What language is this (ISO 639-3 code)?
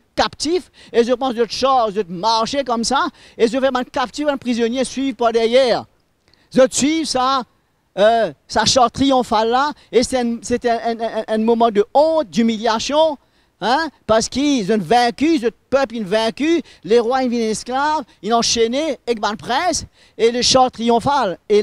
mfe